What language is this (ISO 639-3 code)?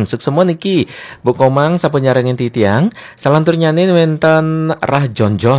ban